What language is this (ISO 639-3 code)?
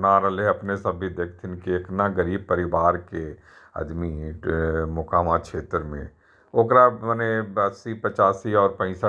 mag